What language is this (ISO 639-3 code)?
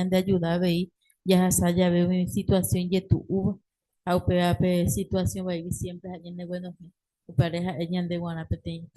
grn